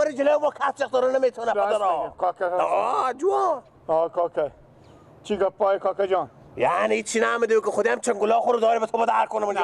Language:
Persian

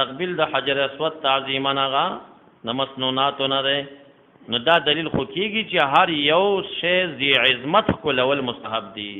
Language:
Pashto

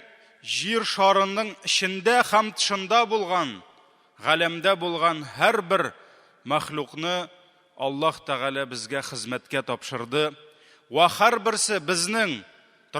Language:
Tatar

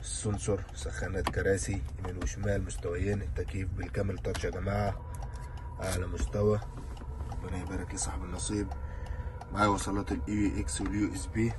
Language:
Egyptian Arabic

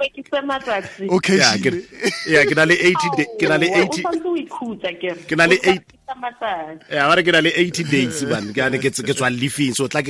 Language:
Southern Sotho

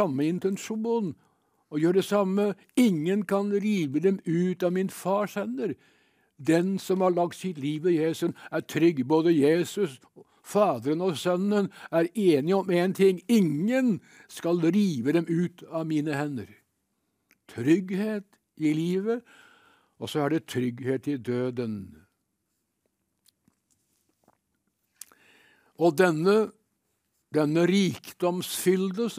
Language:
Norwegian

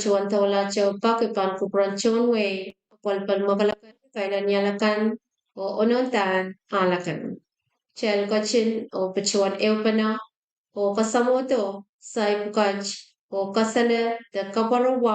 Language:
Pohnpeian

